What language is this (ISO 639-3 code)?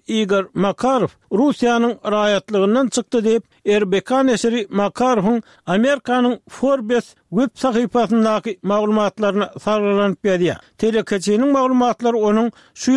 tuk